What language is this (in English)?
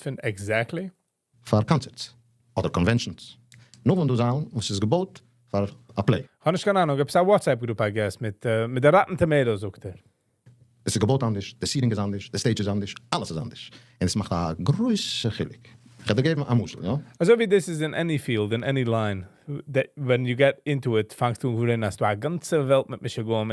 Yiddish